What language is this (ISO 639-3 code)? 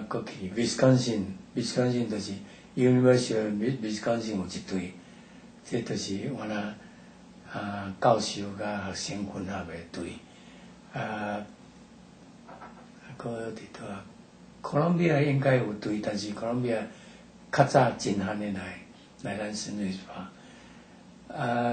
nan